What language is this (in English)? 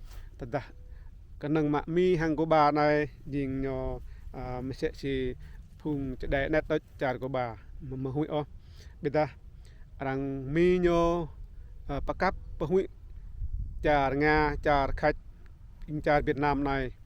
Rade